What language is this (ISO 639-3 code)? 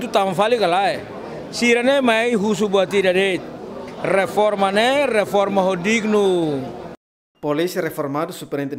tet